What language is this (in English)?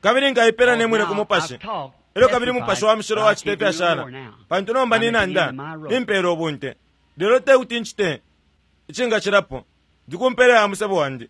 Bemba